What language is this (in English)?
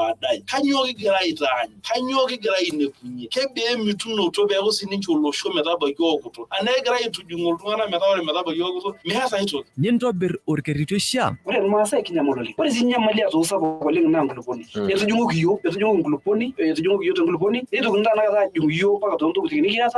Masai